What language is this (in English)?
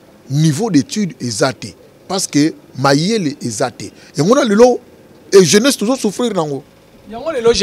Lingala